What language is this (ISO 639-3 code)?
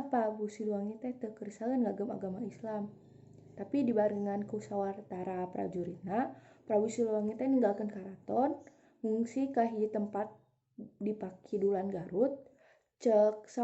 sun